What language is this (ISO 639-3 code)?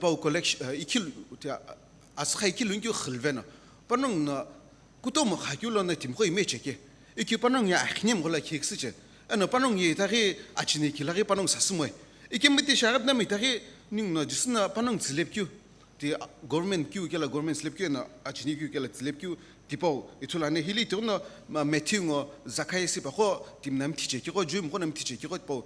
nsm